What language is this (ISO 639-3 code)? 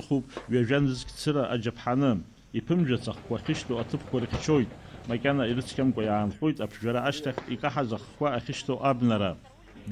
abk